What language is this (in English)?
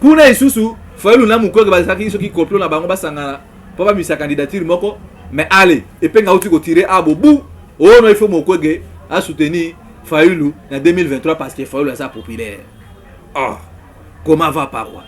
Lingala